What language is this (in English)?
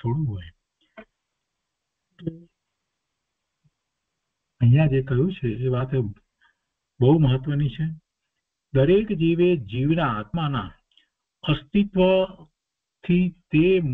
Gujarati